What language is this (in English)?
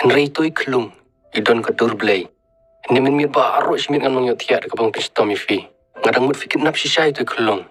Khasi